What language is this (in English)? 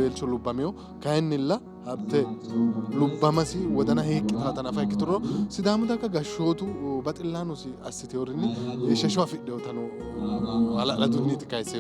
Sidamo